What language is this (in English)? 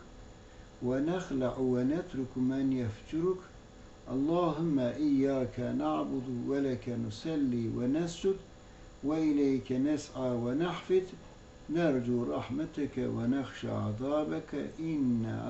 Kurdish